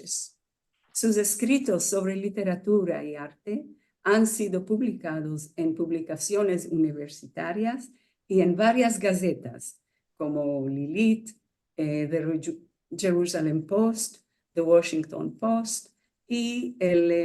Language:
Ladino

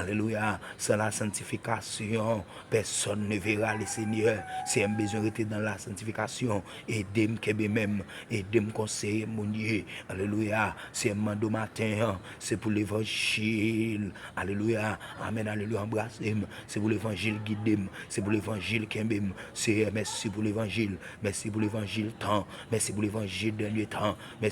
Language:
Haitian Creole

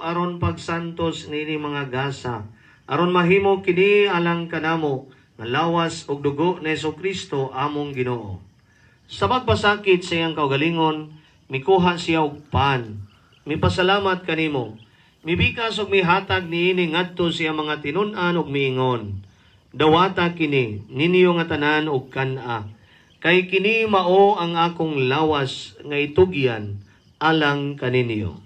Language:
Cebuano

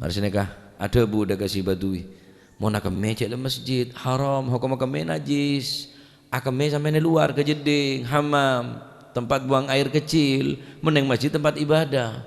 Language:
Madurese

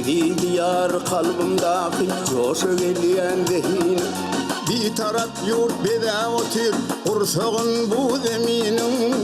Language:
Turkmen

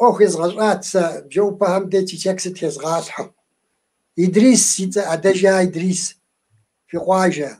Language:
Kabardian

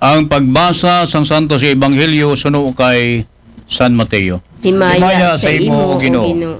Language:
Aklanon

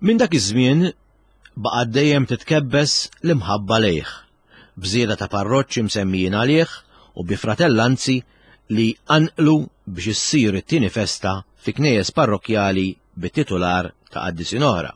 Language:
Maltese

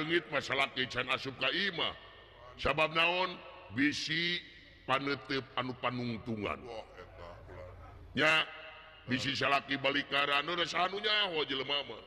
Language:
Sundanese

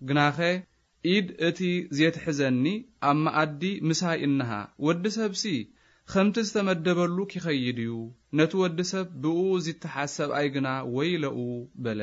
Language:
Tigrinya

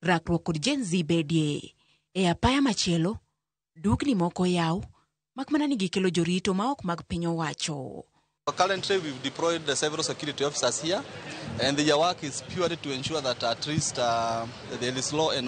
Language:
Luo (Kenya and Tanzania)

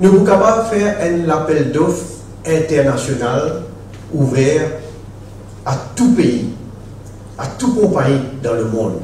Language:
Morisyen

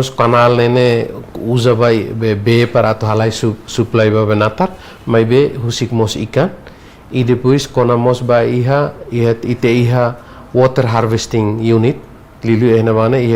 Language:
Tetum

